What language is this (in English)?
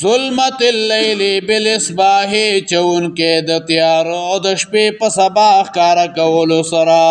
Pashto